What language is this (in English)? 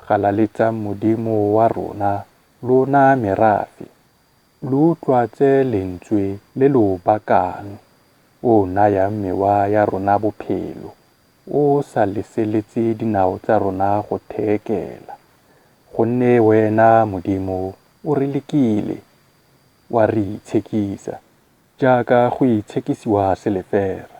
Tswana